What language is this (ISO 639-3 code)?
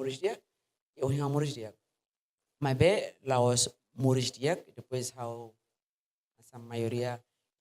tet